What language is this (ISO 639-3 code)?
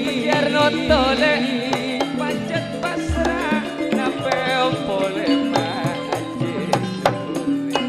mad